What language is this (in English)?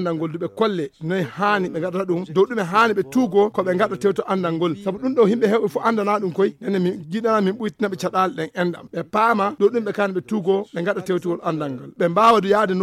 Fula